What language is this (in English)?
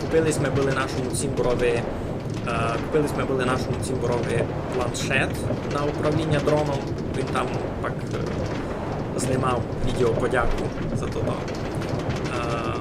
Rusyn